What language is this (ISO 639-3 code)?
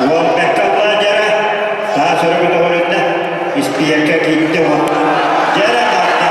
sah